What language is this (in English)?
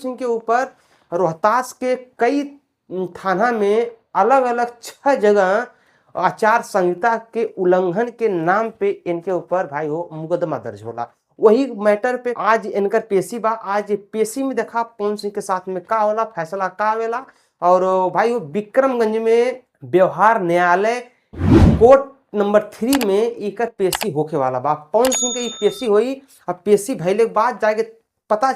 Bhojpuri